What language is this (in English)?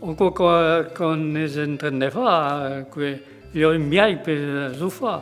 Occitan